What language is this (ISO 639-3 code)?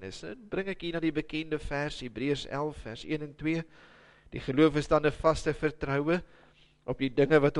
afr